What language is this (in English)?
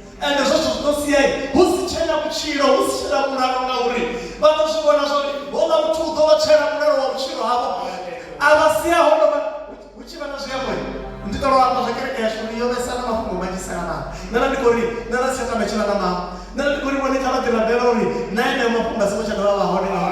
Venda